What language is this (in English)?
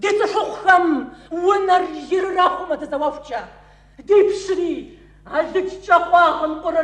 Kabardian